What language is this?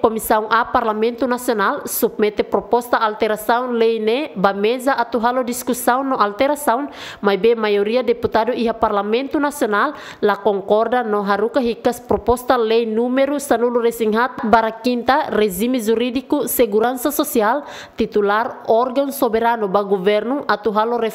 Tetum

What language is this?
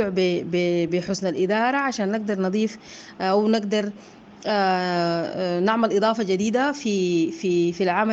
Sudanese Arabic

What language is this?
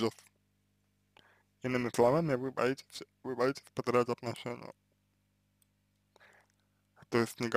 Russian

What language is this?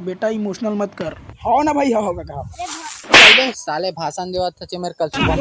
Chhattisgarhi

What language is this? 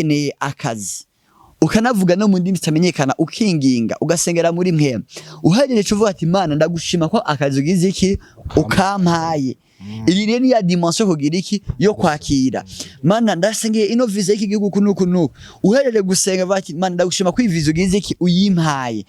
Rundi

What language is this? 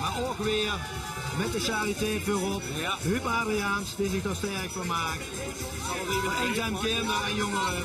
Limburgish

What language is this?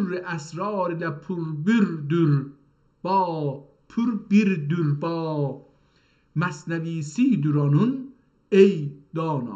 South Azerbaijani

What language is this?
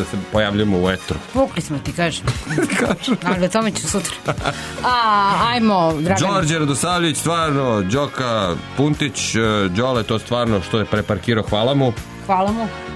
Serbian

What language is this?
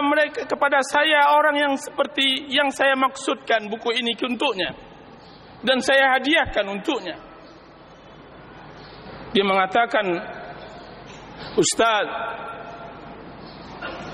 Malay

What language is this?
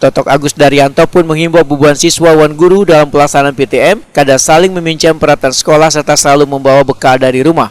Banjar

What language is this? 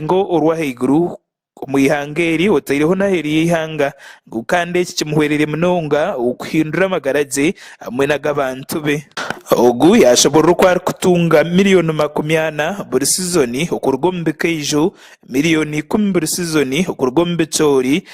Nyankole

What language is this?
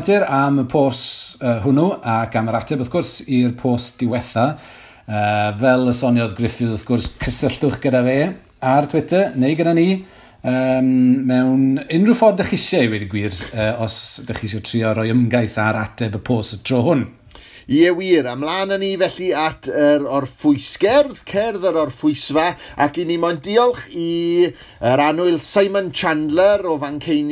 Welsh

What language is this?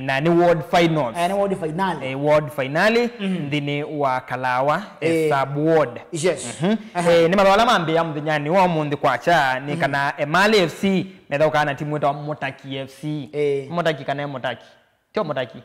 Kamba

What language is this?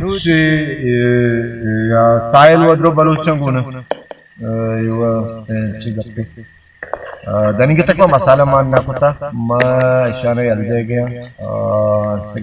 Baluchi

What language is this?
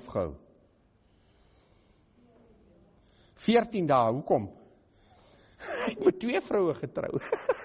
Afrikaans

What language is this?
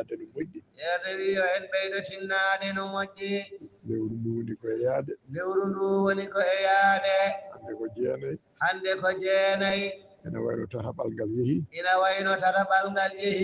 Fula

